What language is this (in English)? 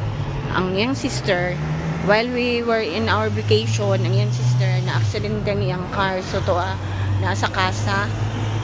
Cebuano